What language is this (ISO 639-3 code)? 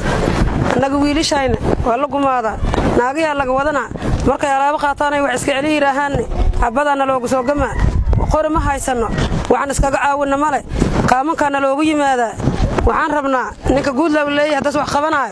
som